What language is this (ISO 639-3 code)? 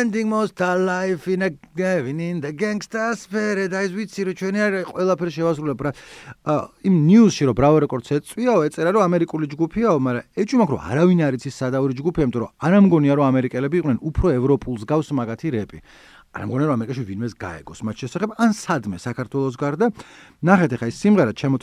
kat